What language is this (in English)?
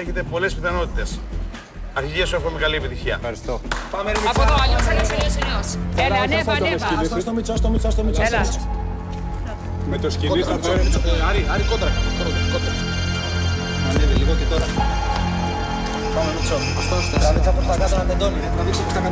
Greek